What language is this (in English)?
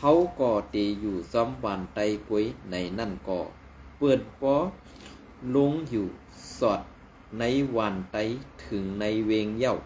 Shan